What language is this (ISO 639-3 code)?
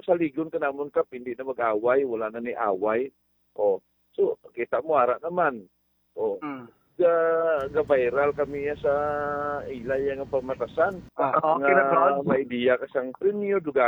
hil